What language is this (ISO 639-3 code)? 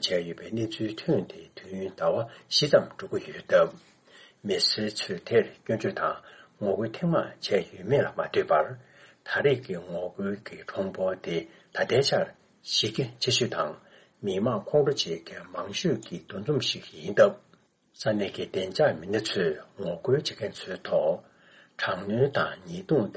bod